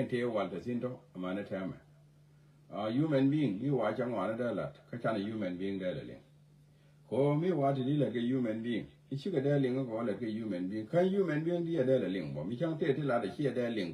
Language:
Nuer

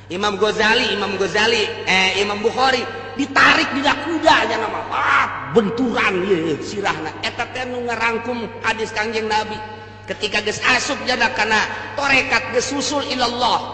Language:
Sundanese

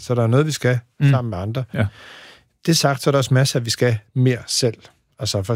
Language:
Danish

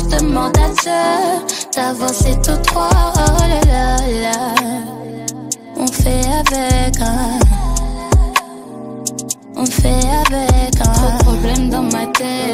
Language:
French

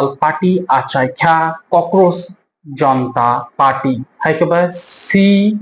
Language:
Kok Borok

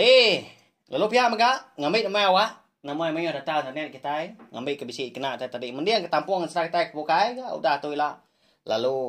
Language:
Iban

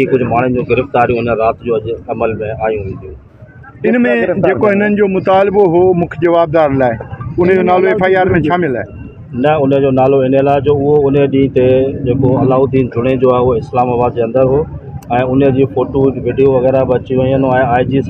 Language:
Sindhi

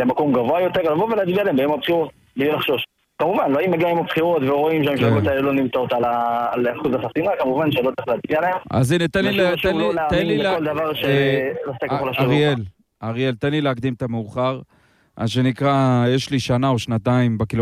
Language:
Hebrew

